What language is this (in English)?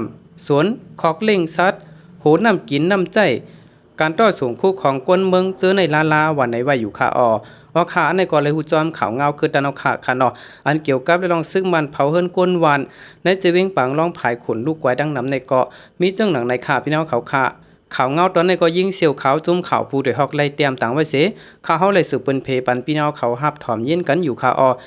Shan